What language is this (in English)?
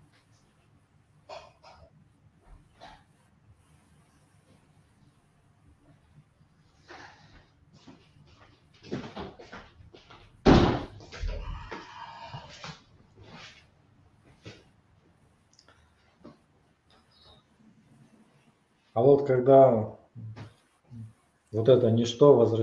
Russian